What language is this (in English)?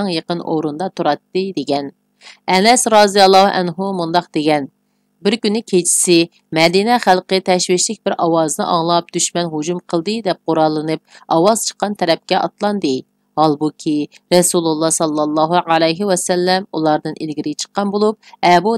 Uyghur